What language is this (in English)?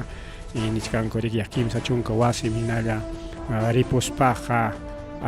Ayacucho Quechua